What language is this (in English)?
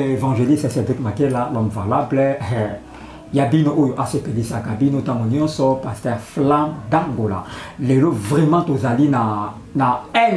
Lingala